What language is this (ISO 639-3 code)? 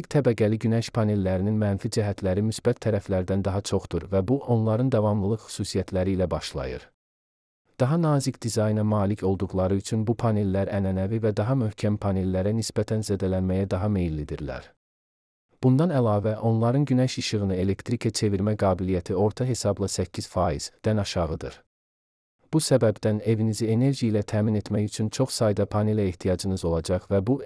aze